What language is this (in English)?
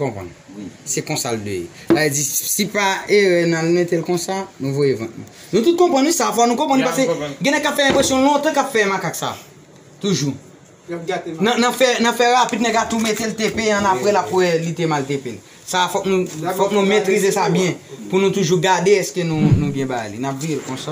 Haitian Creole